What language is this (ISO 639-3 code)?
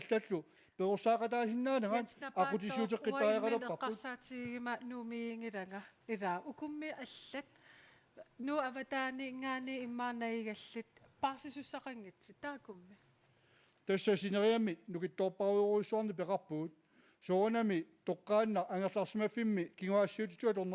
kal